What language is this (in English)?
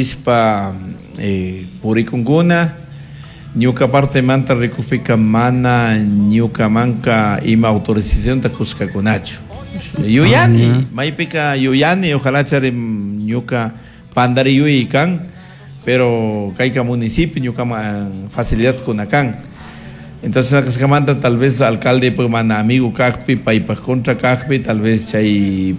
Chimborazo Highland Quichua